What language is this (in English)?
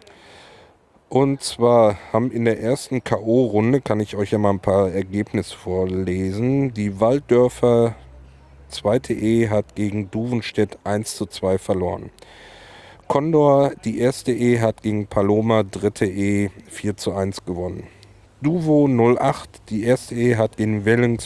German